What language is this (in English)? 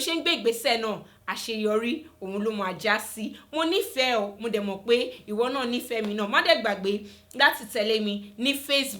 Yoruba